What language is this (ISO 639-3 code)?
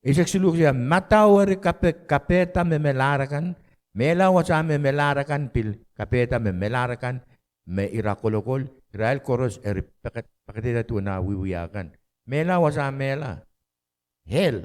pon